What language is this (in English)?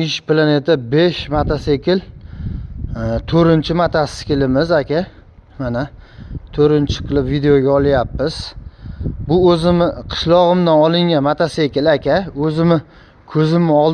Uzbek